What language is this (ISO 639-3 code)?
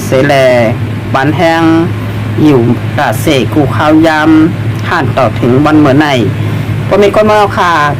shn